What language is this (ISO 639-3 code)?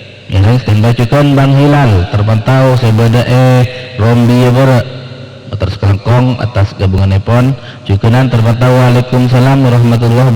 mad